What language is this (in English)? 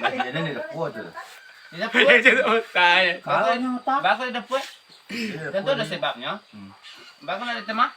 Minangkabau